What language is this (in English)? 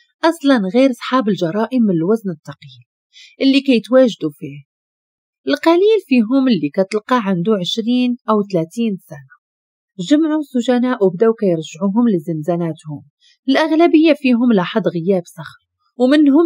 Moroccan Arabic